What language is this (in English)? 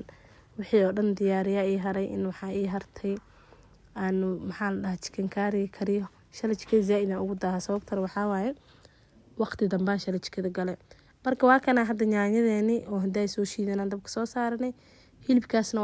Somali